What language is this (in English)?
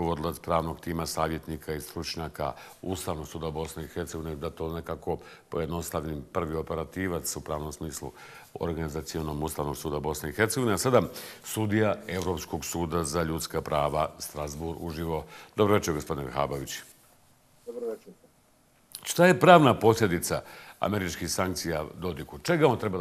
Bosnian